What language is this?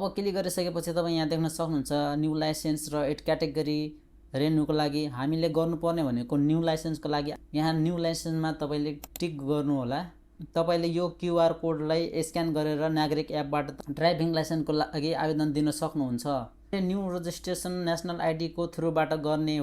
Nepali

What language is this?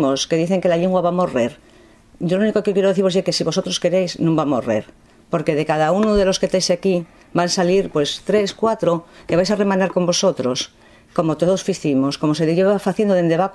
Asturian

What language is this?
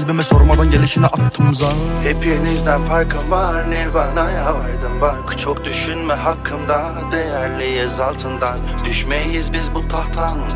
Turkish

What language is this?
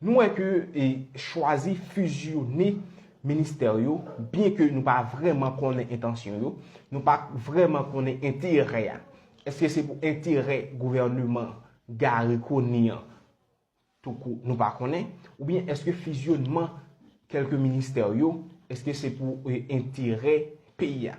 Haitian Creole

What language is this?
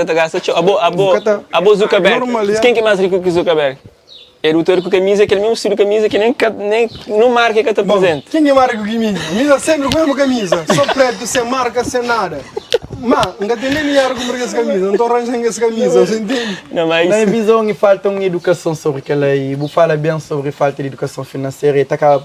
Kabuverdianu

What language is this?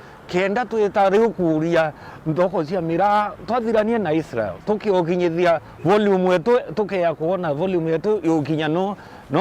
Meru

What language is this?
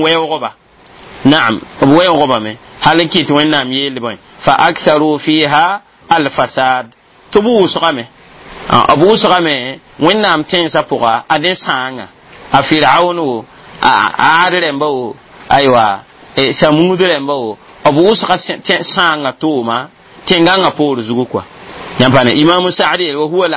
Mossi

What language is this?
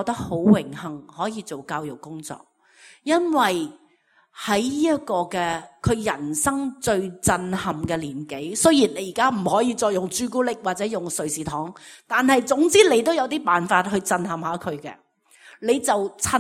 Cantonese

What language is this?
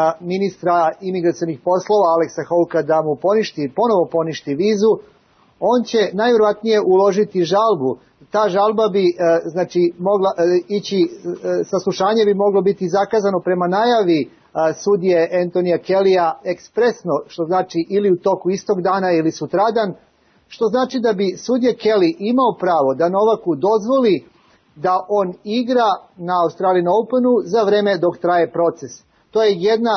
Serbian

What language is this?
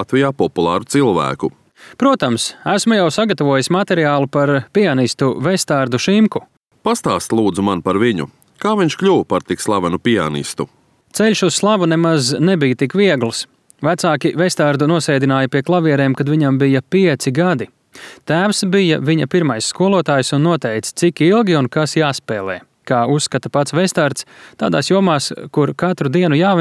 Latvian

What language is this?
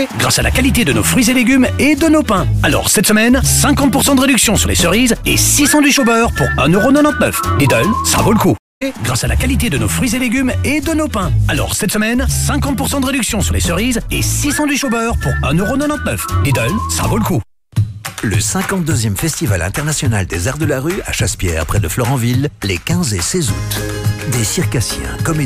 French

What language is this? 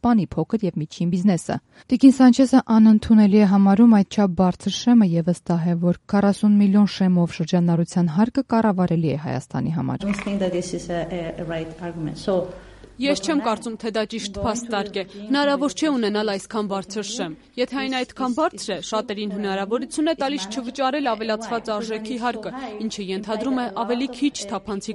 Armenian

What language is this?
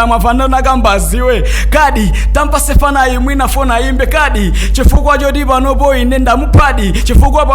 Nyanja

